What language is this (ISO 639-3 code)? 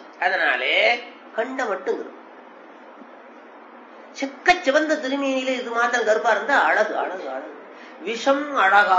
tam